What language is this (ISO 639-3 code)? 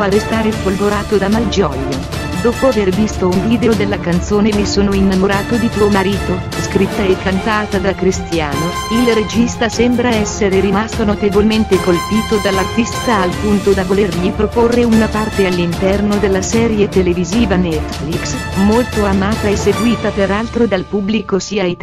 ita